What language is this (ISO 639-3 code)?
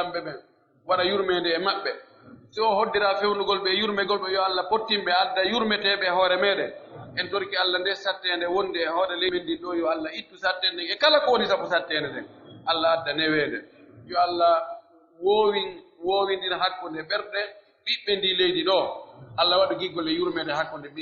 fuf